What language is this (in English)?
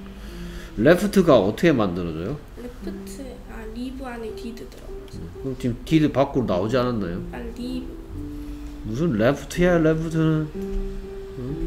Korean